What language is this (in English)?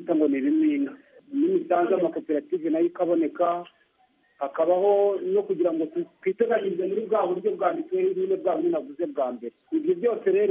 Kinyarwanda